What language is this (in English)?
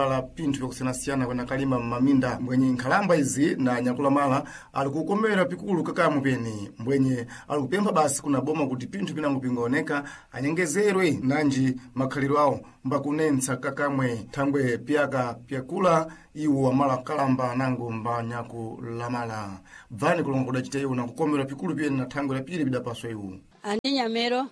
Sena